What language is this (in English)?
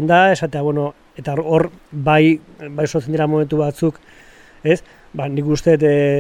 Basque